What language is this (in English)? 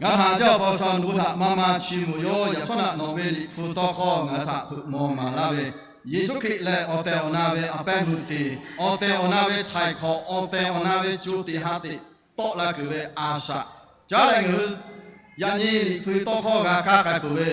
Lahu